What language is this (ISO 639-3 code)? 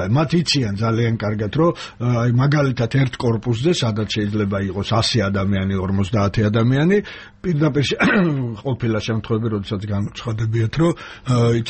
kat